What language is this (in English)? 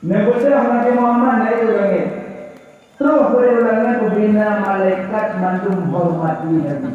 Achinese